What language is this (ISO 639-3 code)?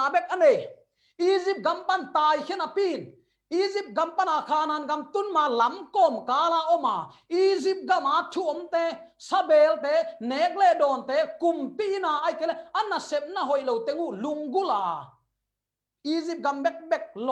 ctd